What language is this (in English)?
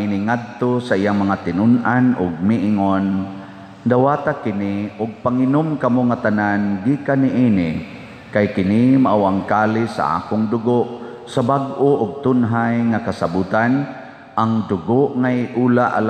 Cebuano